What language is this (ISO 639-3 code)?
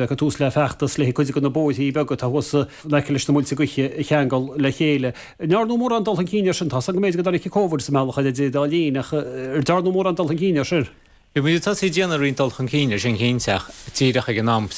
gle